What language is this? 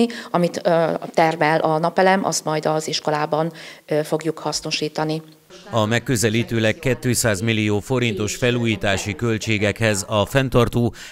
Hungarian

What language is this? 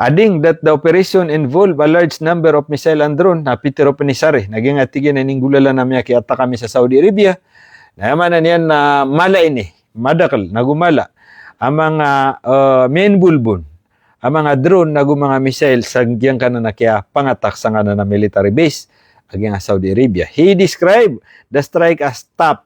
Maranao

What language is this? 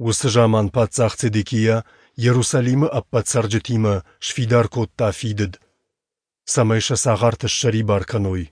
Ossetic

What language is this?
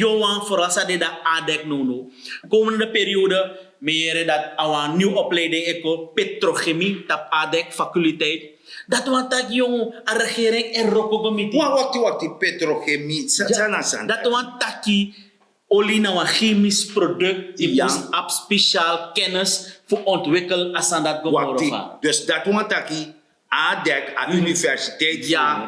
Sranan Tongo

